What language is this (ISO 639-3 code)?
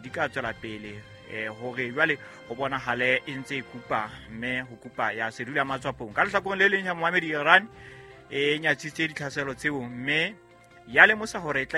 sot